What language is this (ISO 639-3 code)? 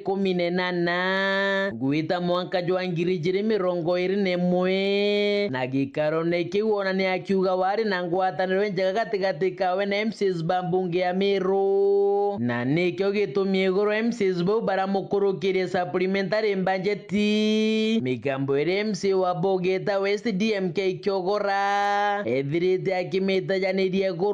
mer